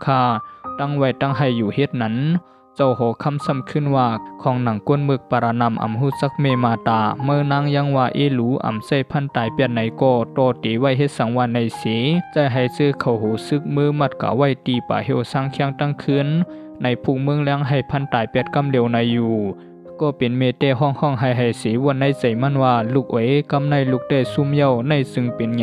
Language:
Shan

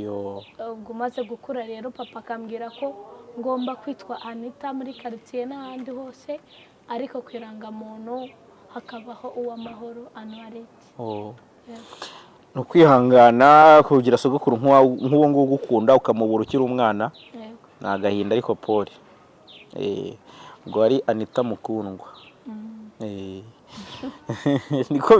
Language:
Kinyarwanda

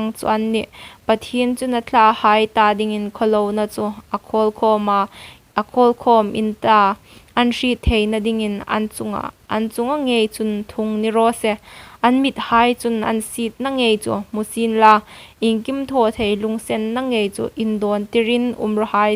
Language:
Hmar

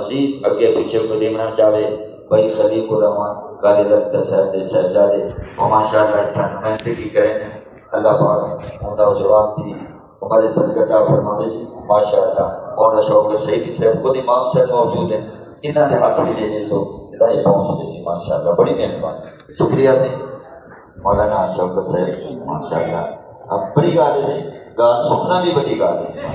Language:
Saraiki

